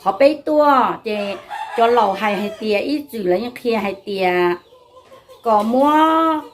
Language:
Hmong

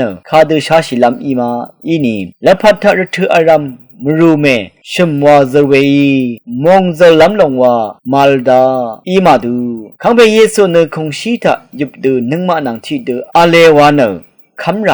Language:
Rawang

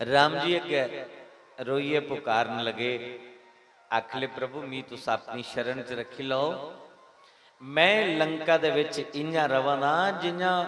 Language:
Dogri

